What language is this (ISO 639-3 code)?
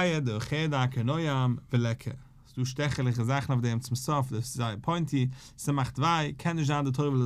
yid